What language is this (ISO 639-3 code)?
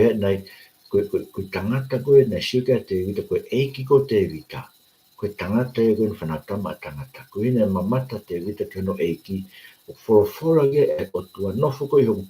ton